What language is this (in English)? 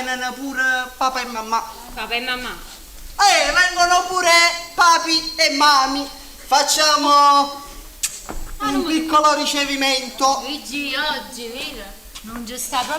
Neapolitan